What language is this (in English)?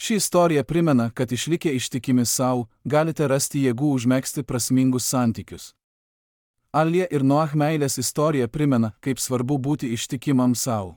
Lithuanian